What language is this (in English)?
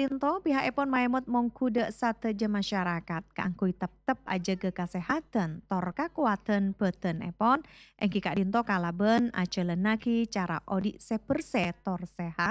Madurese